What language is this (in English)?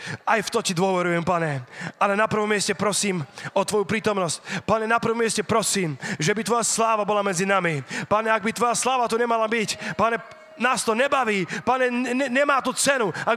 Slovak